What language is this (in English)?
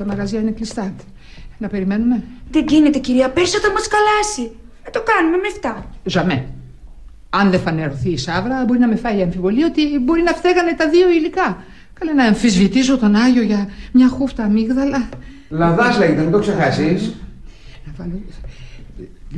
Greek